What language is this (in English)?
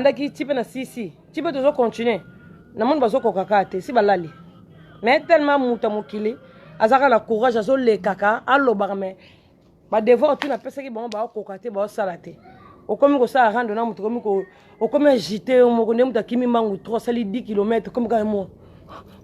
Lingala